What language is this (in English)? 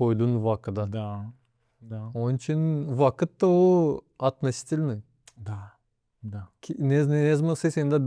Gagauz